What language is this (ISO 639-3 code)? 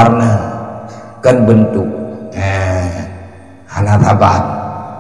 ace